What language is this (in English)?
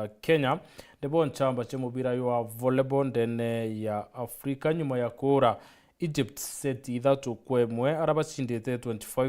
Meru